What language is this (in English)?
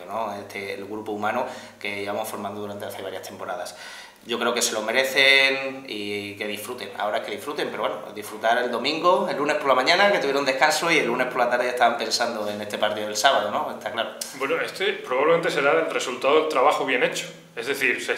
Spanish